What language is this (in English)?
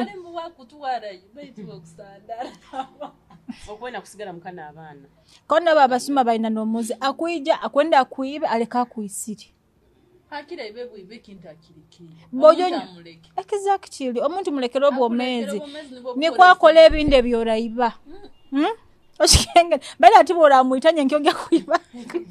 Nyoro